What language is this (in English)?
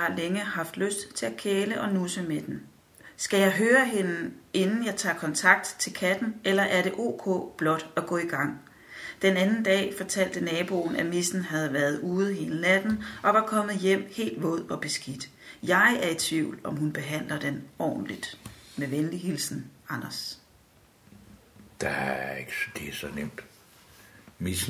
Danish